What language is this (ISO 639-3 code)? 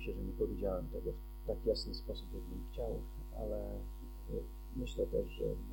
pol